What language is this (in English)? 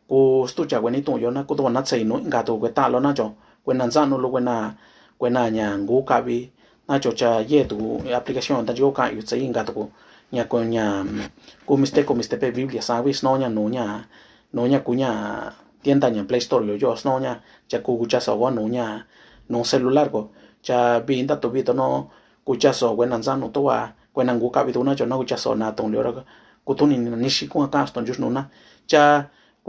Mixtepec Mixtec